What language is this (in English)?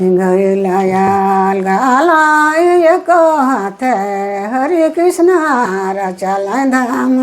Sadri